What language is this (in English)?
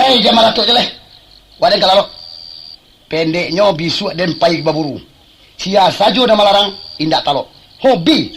Minangkabau